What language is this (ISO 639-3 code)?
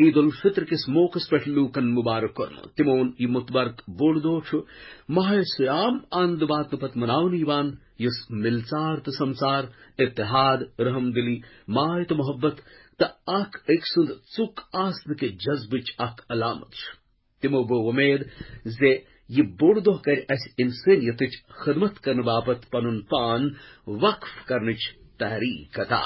kas